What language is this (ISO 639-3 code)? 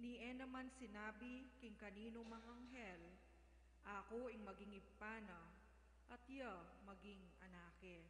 pam